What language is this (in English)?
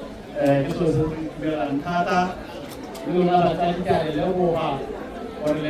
Tswana